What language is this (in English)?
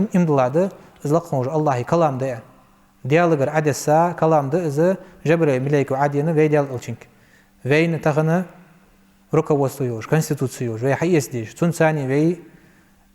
Ingush